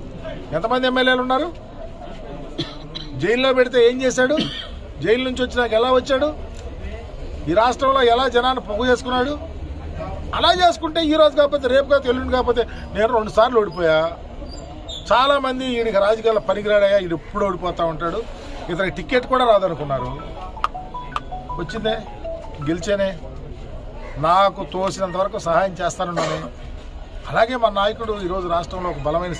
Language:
Telugu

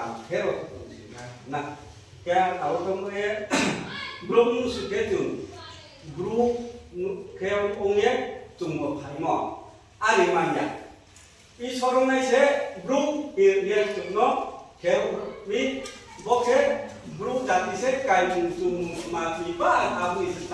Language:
Riang (India)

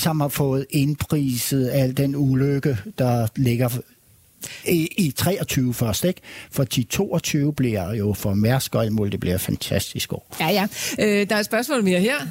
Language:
Danish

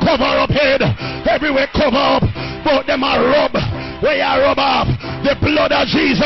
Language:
Jamaican Creole English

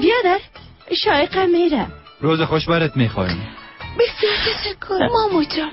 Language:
Persian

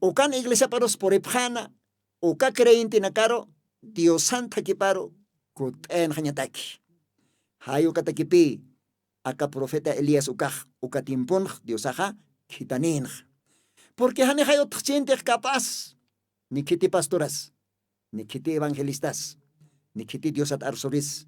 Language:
Aymara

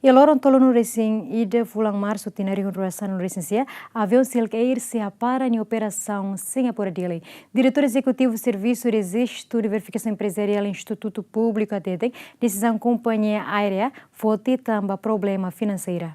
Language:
Tetum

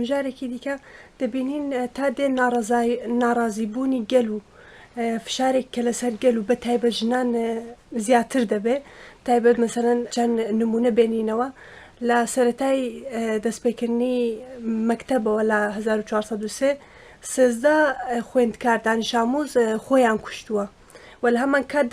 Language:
Central Kurdish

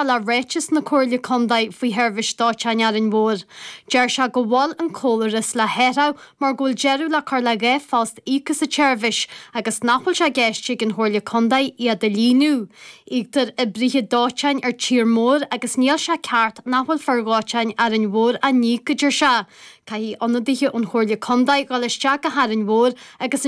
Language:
Irish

